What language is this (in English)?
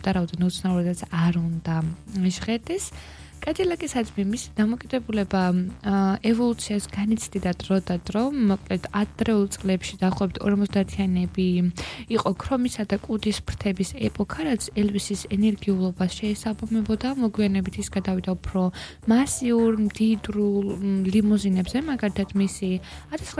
Georgian